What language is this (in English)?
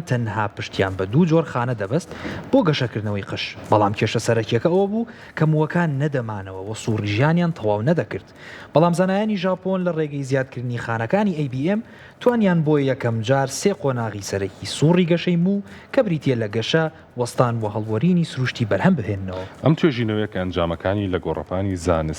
Central Kurdish